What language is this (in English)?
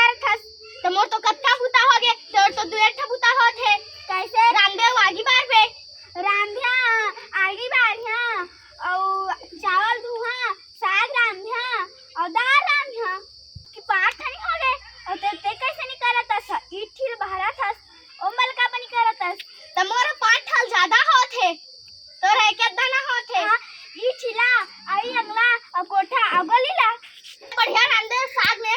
Chhattisgarhi